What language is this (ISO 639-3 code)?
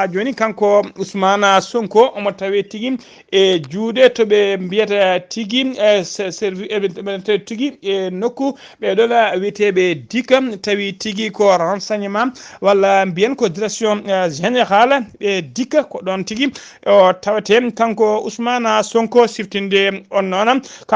ful